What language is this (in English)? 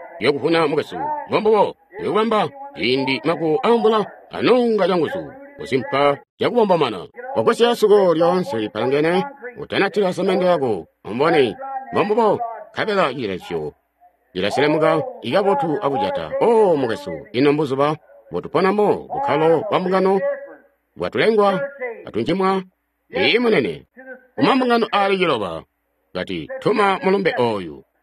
Tonga (Zambia)